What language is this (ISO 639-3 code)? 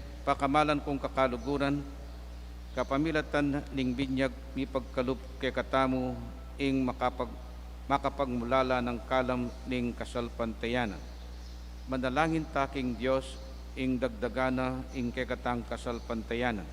pam